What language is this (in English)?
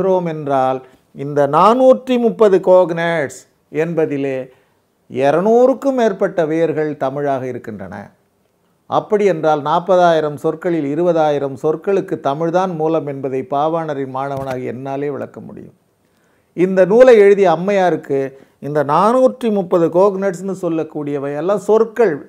Tamil